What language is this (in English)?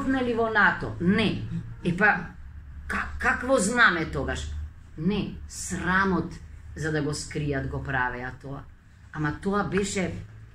Macedonian